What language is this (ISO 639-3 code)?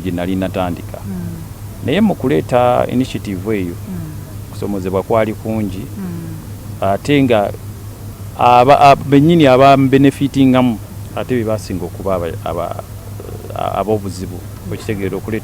lug